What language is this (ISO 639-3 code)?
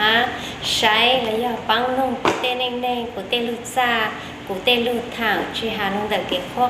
hmn